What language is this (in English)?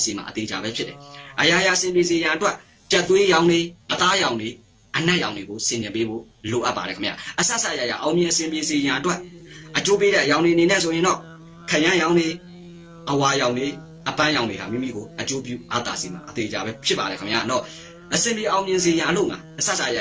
Burmese